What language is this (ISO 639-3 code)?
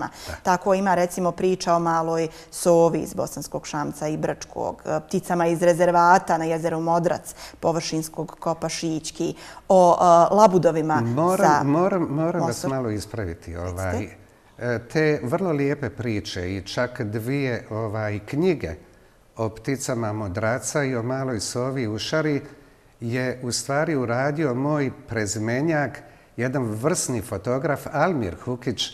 bos